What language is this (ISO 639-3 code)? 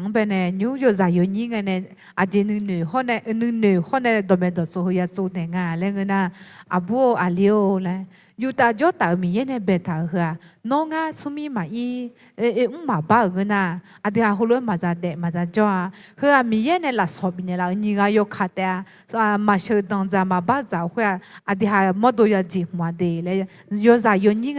ahk